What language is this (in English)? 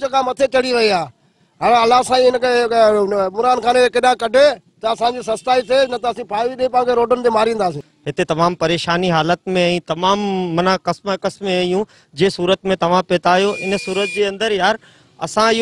Sindhi